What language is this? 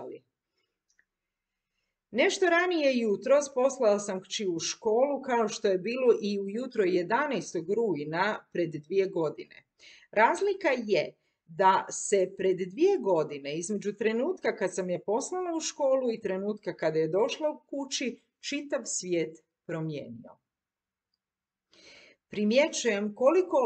Croatian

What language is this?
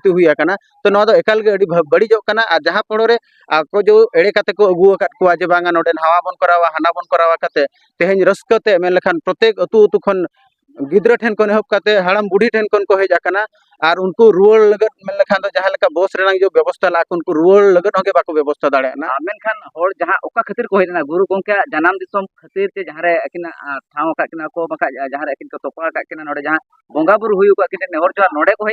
Santali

